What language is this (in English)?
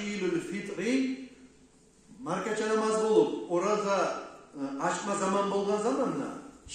Kumyk